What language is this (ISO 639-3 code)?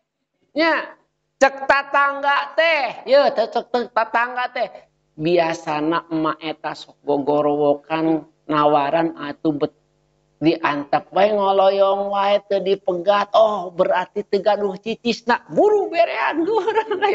sun